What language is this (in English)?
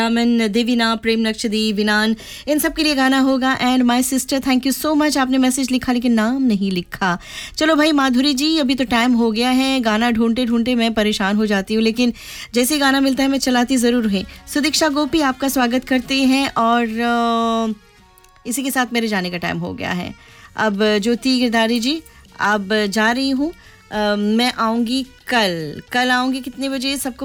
Hindi